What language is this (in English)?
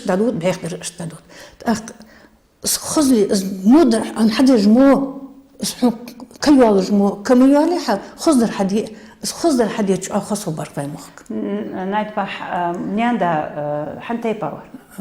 Ingush